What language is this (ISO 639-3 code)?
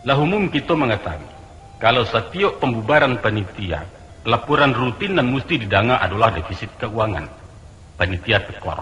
min